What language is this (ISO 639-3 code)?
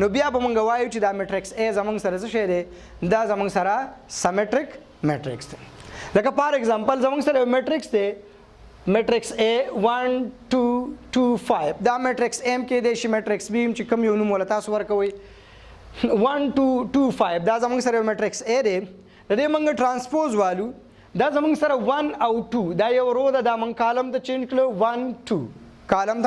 pus